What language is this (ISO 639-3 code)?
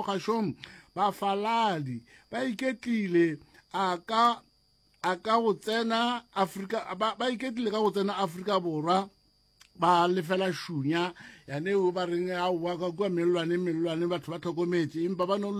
nso